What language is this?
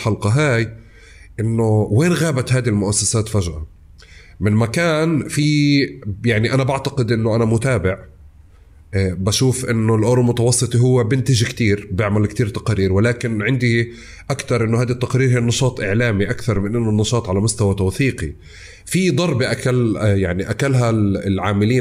North Levantine Arabic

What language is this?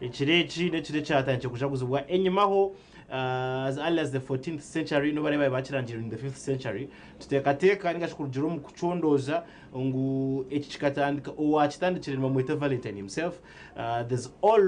Nyankole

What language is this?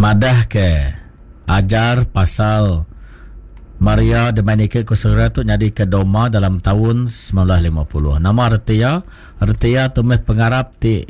Iban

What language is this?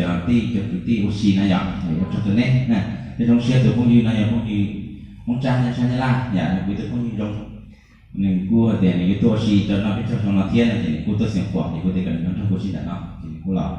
Hmong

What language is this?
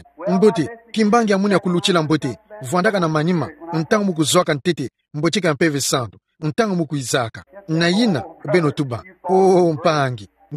Kituba (Democratic Republic of Congo)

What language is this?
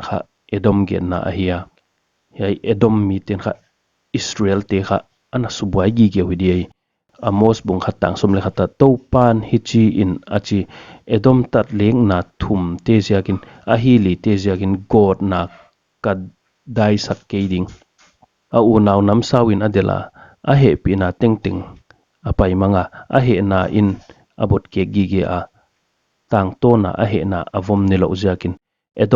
Paite Chin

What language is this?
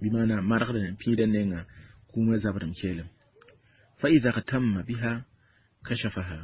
Mossi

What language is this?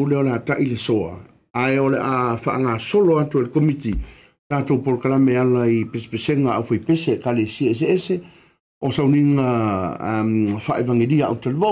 Samoan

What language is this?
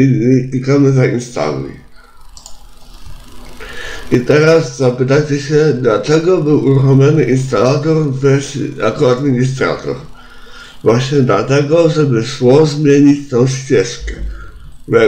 Polish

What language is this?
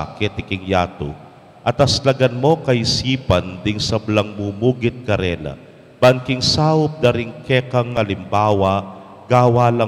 Pampanga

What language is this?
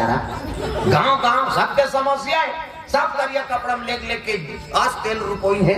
Chhattisgarhi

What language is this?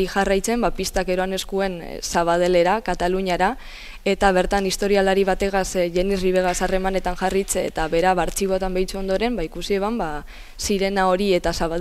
Basque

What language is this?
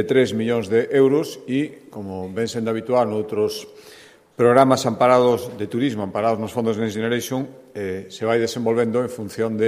Galician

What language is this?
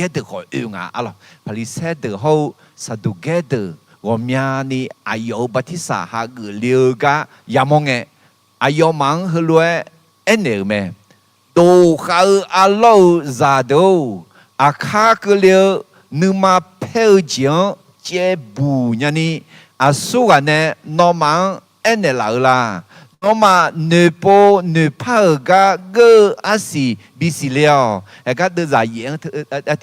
Akha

